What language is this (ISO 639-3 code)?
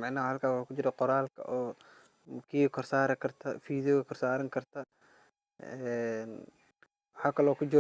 som